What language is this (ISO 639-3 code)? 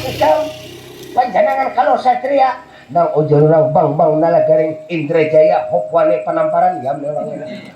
bjn